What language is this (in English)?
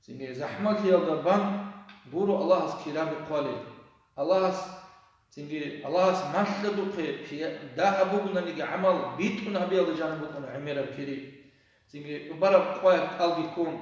Avaric